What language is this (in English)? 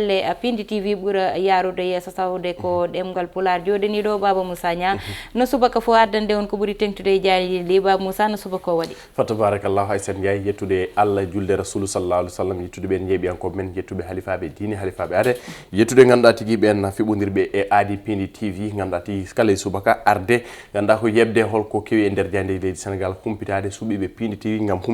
Fula